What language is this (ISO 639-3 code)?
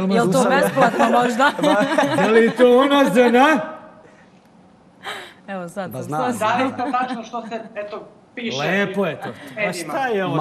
srp